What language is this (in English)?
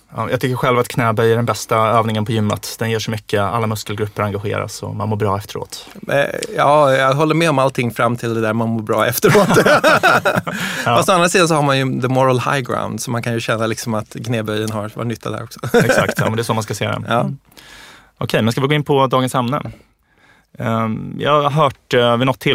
Swedish